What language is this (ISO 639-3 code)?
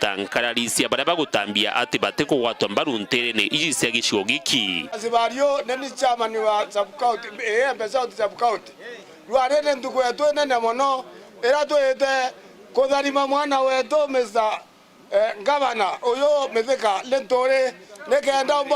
mer